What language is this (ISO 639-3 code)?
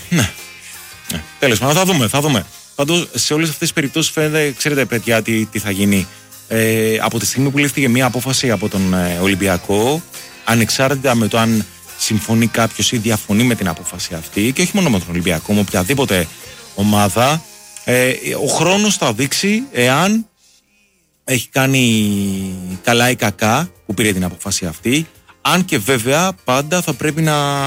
ell